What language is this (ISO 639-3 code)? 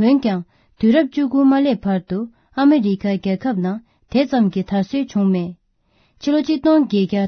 bod